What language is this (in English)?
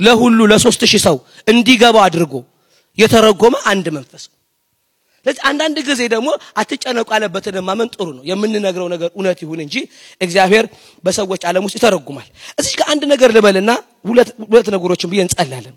Amharic